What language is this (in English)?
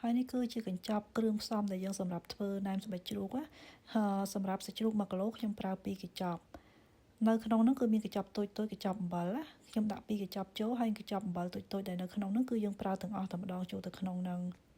Khmer